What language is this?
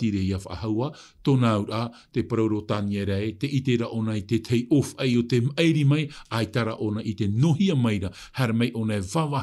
Tahitian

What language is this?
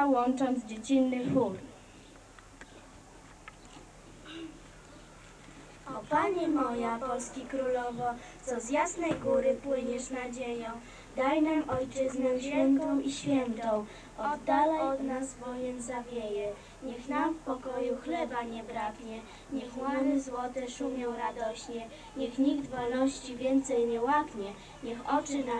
Polish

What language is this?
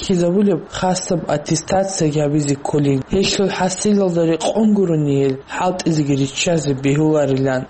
Avaric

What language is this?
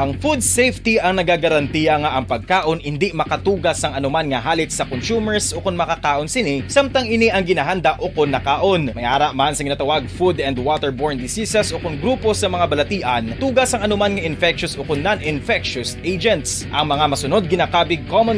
Hiligaynon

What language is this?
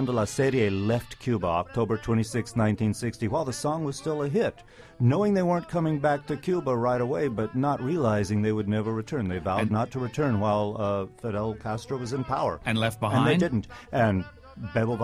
English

